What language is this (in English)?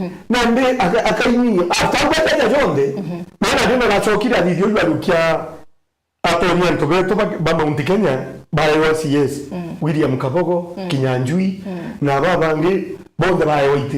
Meru